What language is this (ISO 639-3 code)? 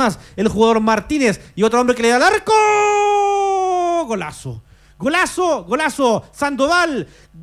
spa